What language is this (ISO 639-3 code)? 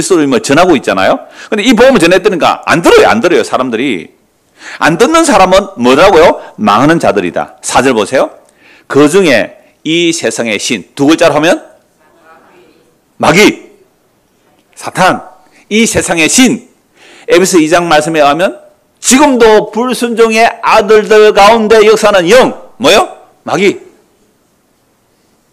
kor